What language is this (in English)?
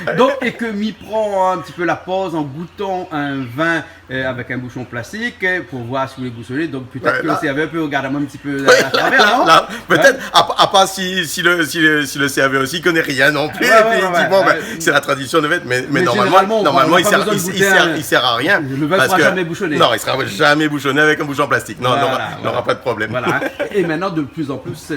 Réunion Creole French